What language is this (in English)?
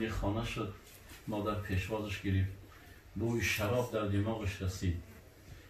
Tajik